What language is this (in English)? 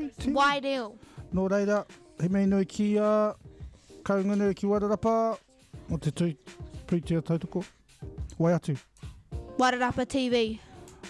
Māori